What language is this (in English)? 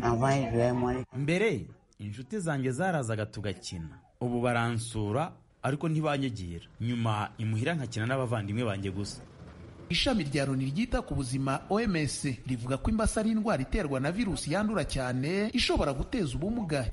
Kinyarwanda